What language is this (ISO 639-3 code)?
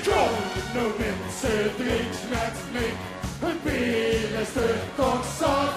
lim